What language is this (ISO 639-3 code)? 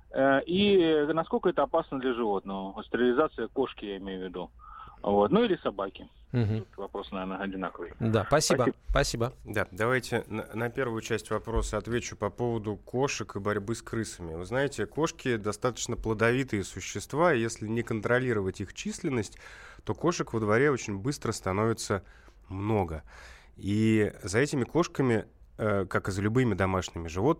rus